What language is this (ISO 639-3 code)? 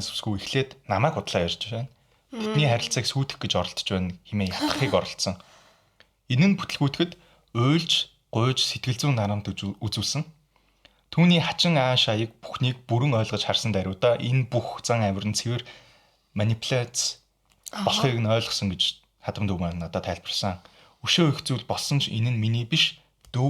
mon